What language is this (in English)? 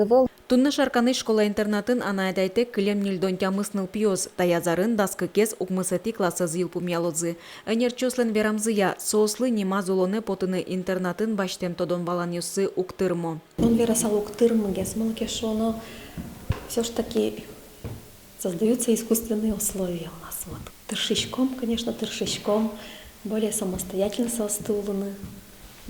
Udmurt